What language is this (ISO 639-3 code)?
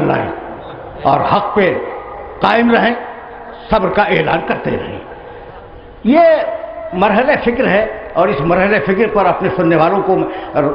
urd